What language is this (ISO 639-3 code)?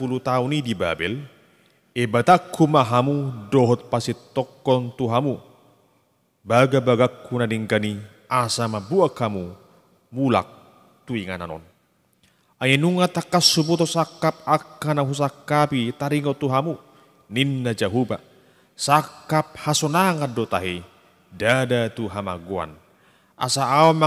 bbc